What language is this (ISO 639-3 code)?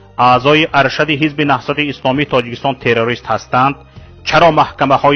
tgk